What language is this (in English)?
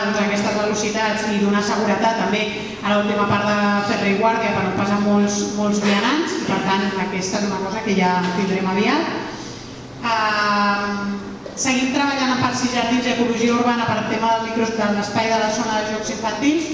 Catalan